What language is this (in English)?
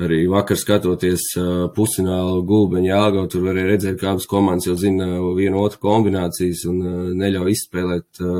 Latvian